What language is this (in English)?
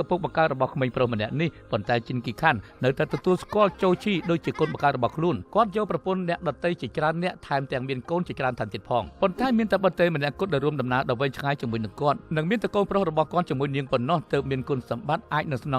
Khmer